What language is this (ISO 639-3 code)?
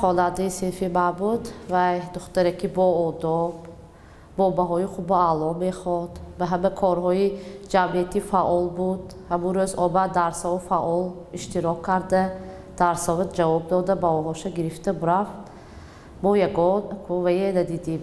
tgk